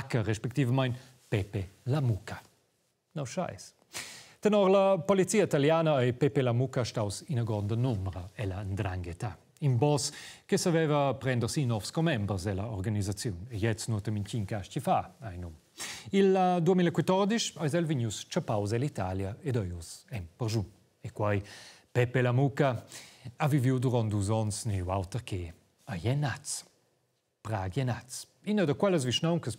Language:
Romansh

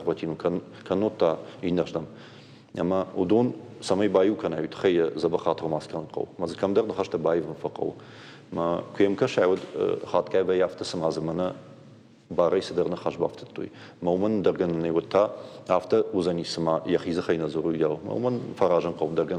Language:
Ossetic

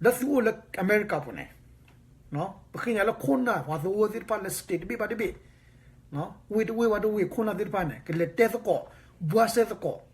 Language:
S'gaw Karen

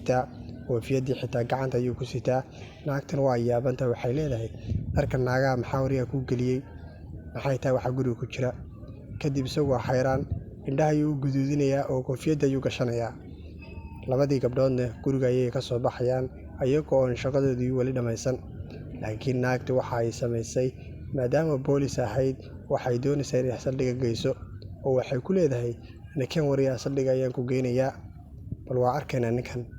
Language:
Somali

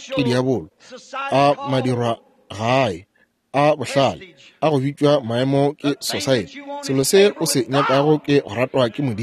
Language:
Northern Sotho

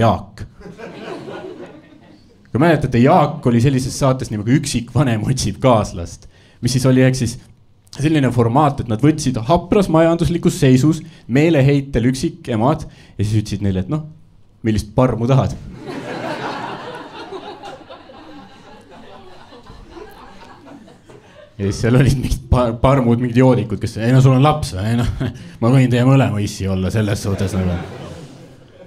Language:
Estonian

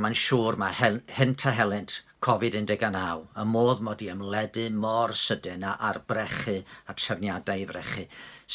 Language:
Welsh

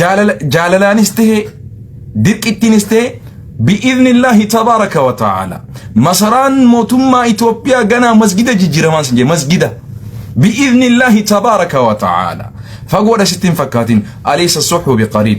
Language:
Oromo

